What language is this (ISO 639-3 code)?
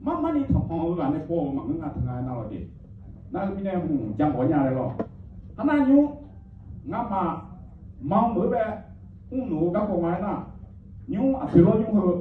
ahk